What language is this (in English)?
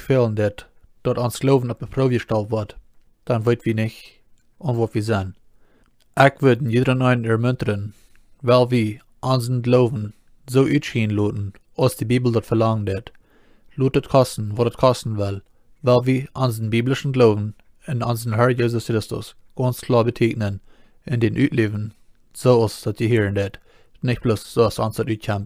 Plautdietsch